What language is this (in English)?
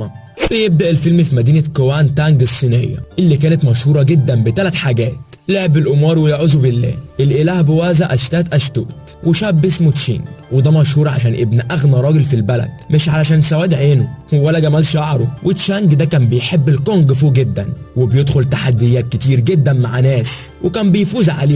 Egyptian Arabic